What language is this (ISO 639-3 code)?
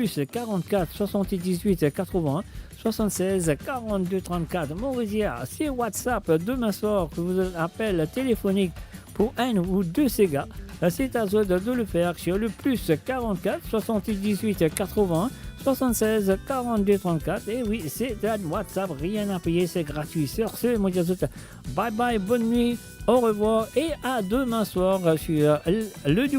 mfe